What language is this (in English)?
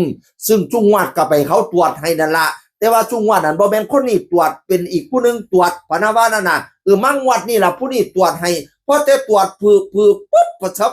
Northeastern Thai